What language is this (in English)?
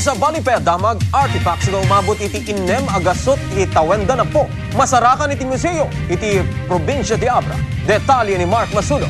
Iloko